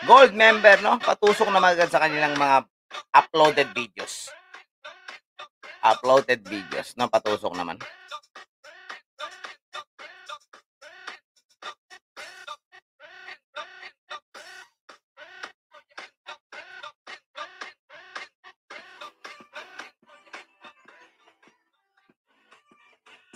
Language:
Filipino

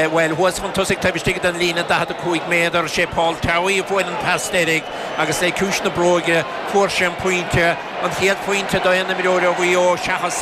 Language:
Irish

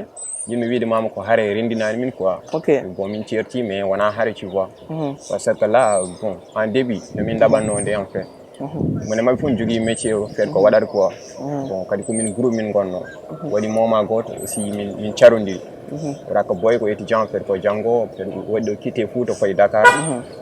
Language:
Fula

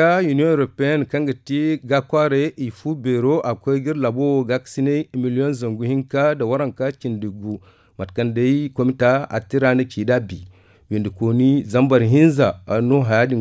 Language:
Zarma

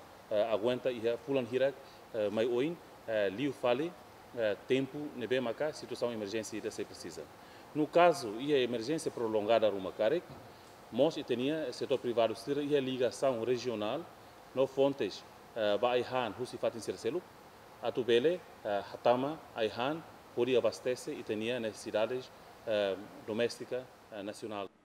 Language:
Tetum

